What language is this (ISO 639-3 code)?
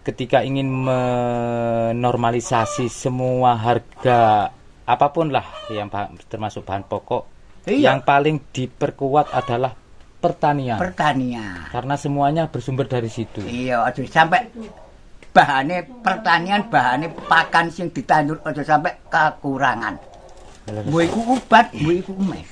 jav